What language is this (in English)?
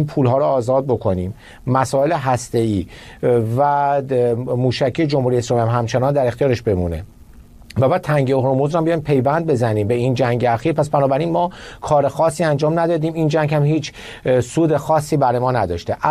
Persian